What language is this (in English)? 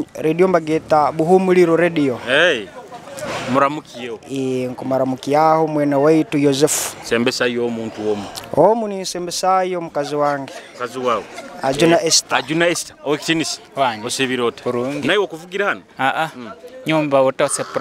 Nyoro